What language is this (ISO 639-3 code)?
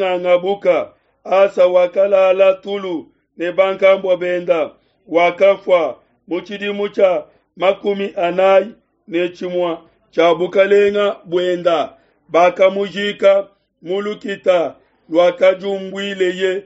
lua